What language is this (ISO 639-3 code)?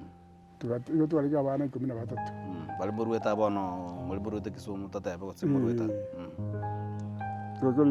guz